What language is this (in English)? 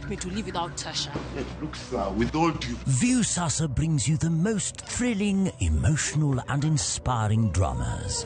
Luo (Kenya and Tanzania)